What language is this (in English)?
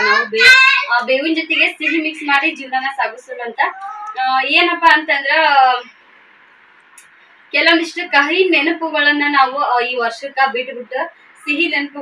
Kannada